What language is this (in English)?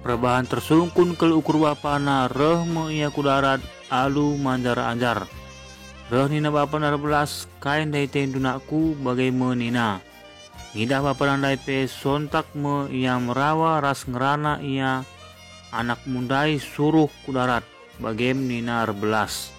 Batak Karo